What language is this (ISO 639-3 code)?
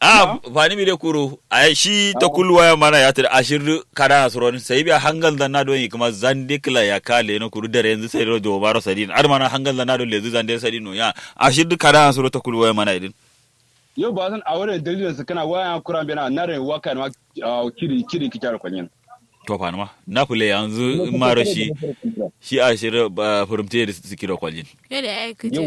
kau